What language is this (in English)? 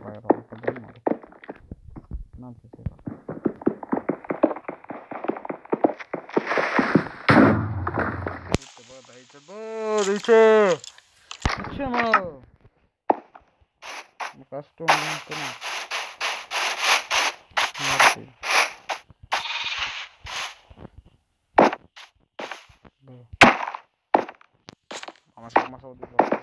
Romanian